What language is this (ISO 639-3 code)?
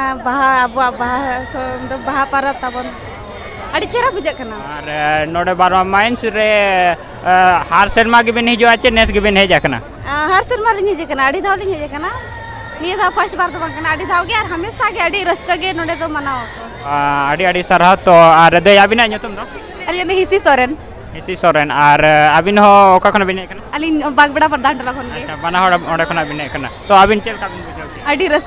sat